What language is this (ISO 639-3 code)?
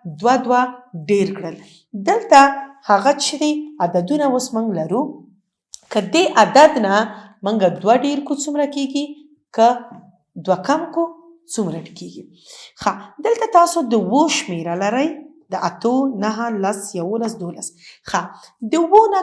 pus